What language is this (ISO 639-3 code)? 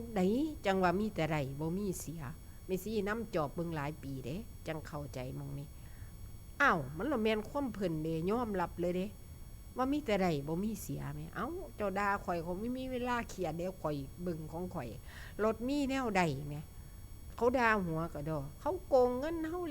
tts